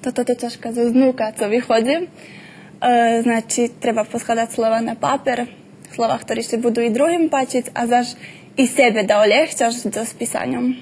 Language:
Rusyn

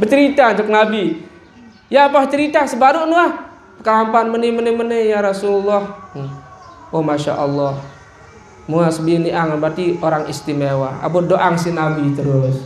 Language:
Sasak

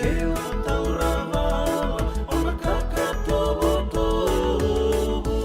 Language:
Fijian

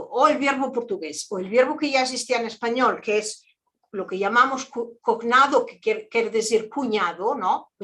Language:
Ladino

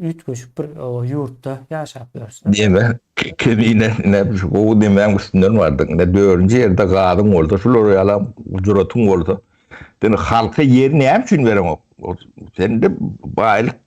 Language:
Turkmen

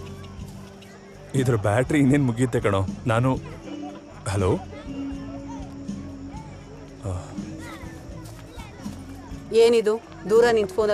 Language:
Kannada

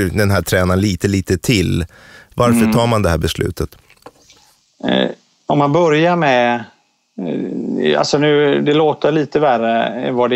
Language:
Swedish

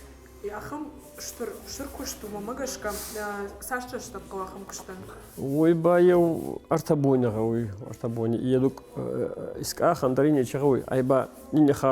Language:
Ossetic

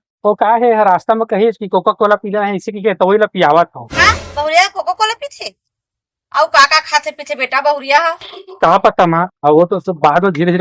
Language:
Chhattisgarhi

